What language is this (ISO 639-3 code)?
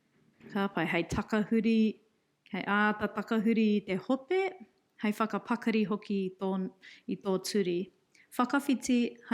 mri